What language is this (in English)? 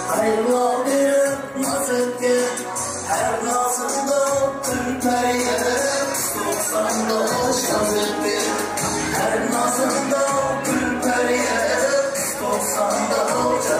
Kara-Kalpak